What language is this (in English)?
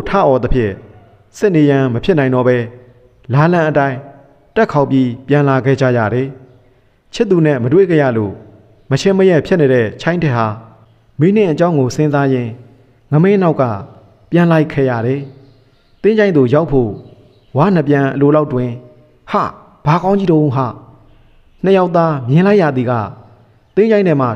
Burmese